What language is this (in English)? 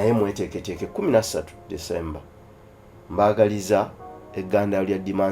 Ganda